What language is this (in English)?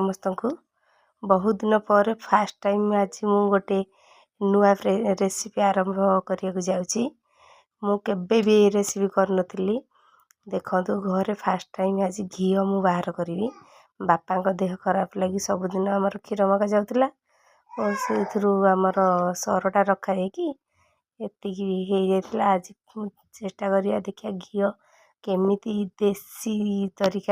Odia